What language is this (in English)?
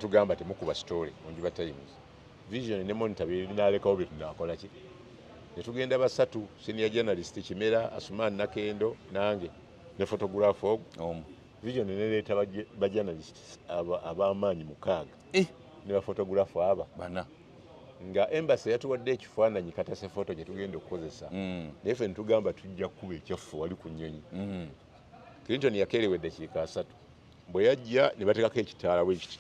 Ganda